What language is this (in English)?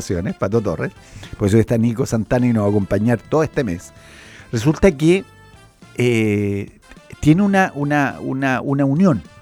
Spanish